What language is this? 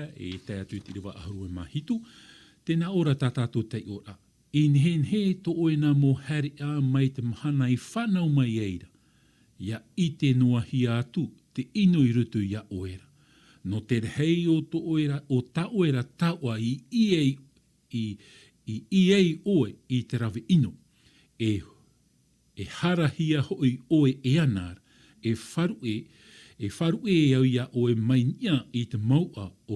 Tahitian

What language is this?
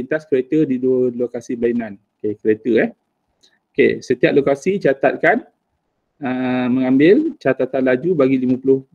Malay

